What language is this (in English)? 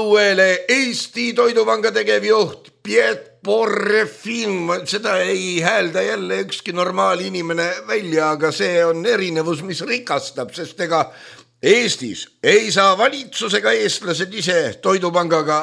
Estonian